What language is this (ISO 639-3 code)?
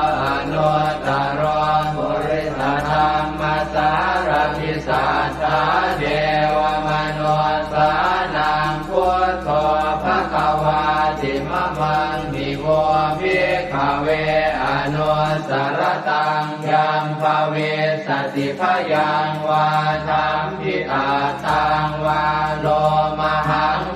pli